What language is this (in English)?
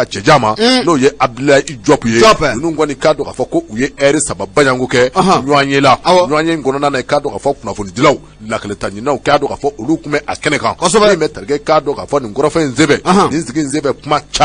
Bambara